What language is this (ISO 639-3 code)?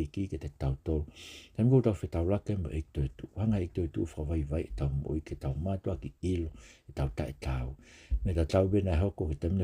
ton